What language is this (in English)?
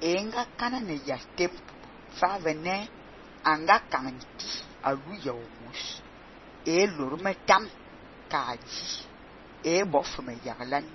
Fang